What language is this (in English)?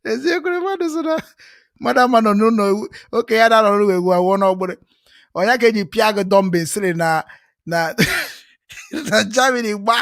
Igbo